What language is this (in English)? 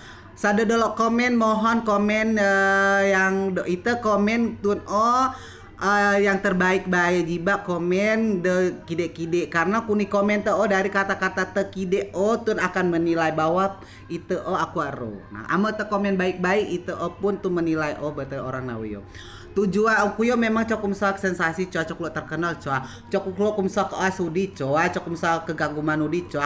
Rejang